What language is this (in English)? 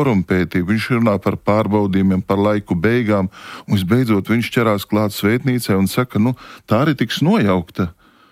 Latvian